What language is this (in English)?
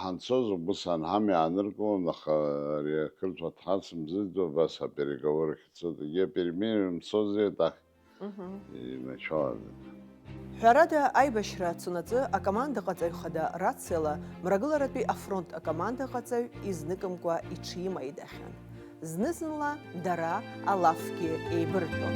Abkhazian